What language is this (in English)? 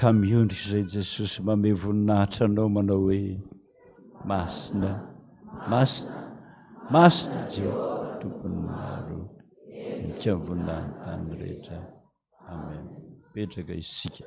Malagasy